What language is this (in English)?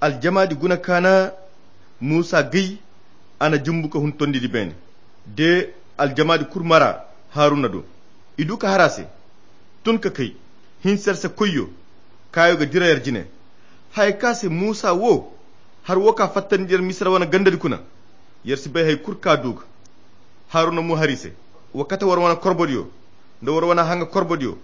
Koyra Chiini